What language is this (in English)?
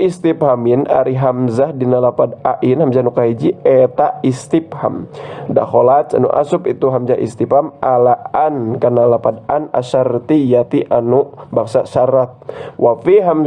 Sundanese